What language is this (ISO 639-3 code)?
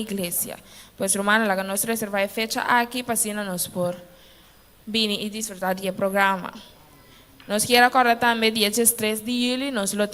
pap